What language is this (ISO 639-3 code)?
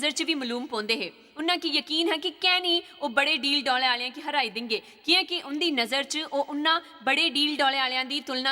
doi